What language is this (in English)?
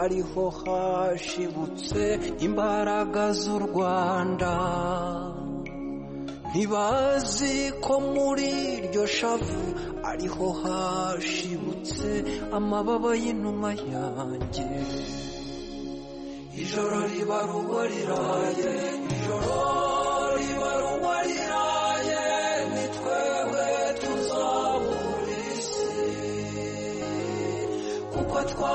Kinyarwanda